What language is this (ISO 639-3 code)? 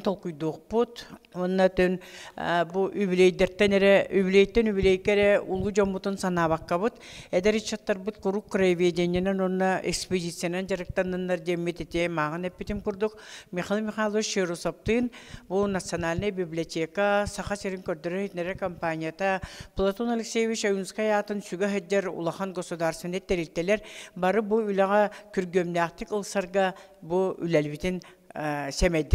sah